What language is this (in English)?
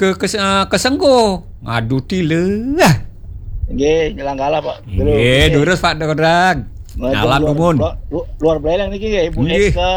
Balinese